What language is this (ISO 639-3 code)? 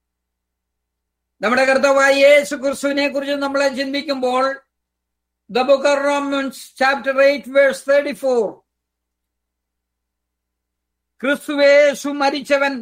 mal